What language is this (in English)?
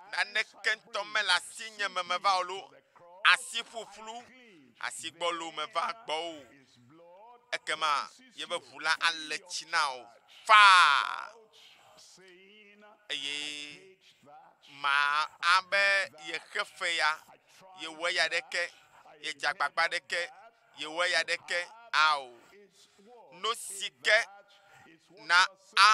Ewe